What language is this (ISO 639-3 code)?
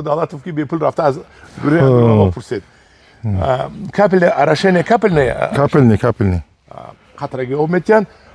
tgk